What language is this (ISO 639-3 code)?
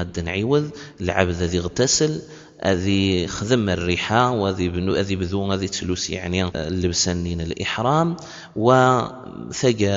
kab